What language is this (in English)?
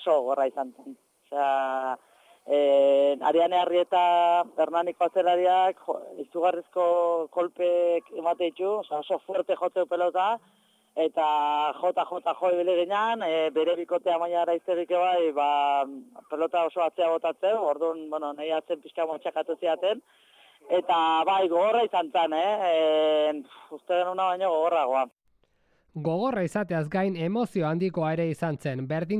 Basque